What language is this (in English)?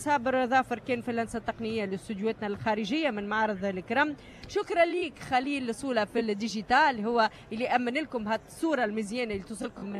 Tunisian Arabic